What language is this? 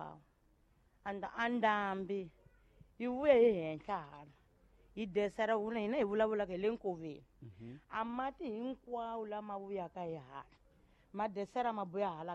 Tsonga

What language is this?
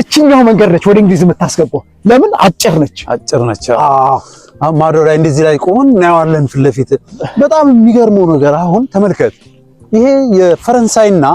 Amharic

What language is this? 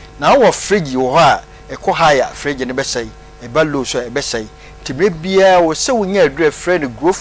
Akan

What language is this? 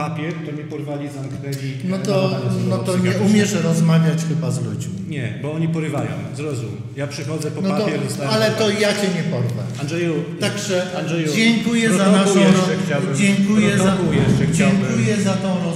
Polish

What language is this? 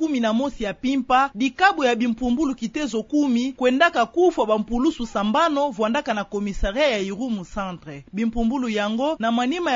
Kituba (Democratic Republic of Congo)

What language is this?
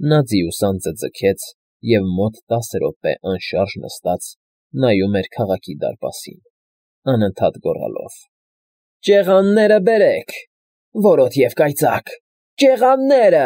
Armenian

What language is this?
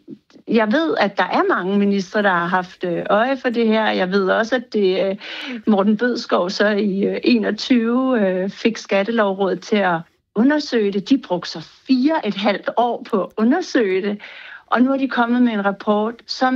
Danish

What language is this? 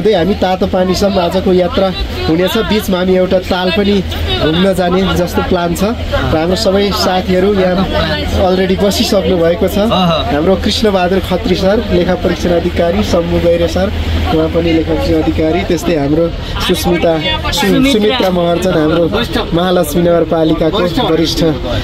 Nepali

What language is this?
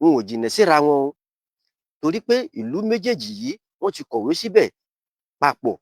Yoruba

